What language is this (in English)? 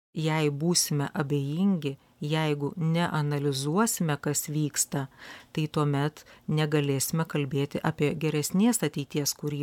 Lithuanian